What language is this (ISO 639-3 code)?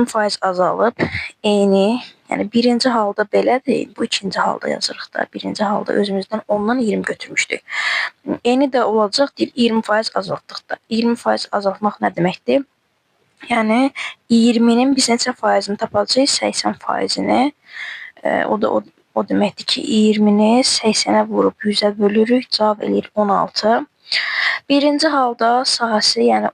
aze